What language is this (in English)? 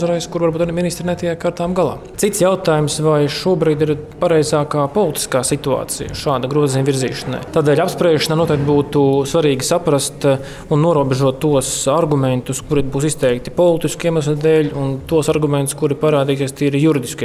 Latvian